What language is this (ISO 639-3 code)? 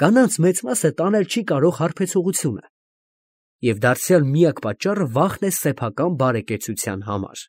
hye